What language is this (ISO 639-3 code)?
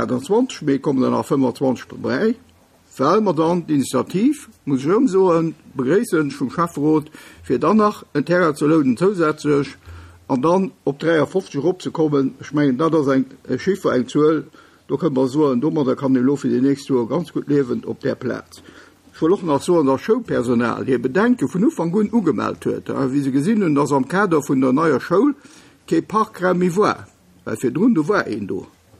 ltz